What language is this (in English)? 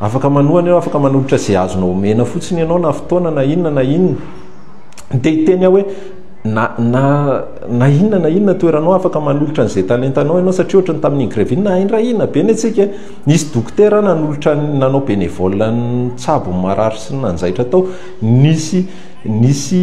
Malagasy